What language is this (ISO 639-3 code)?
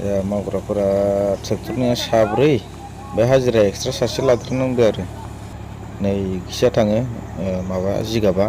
brx